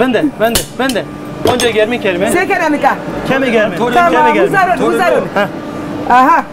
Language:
Zaza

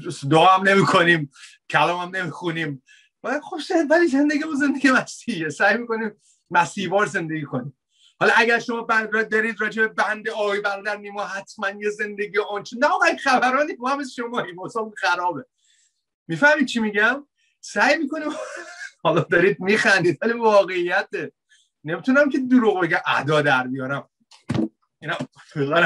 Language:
Persian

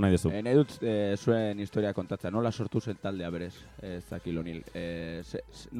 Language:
Basque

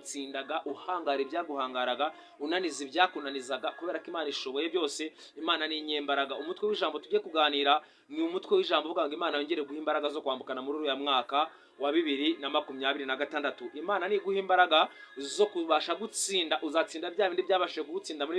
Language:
Kinyarwanda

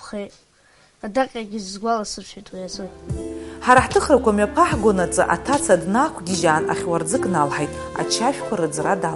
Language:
Abkhazian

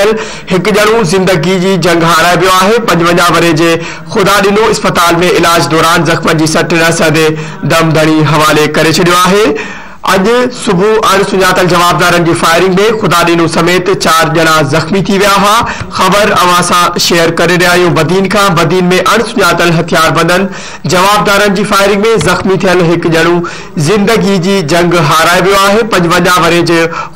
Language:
Sindhi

